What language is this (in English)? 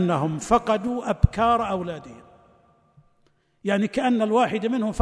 Arabic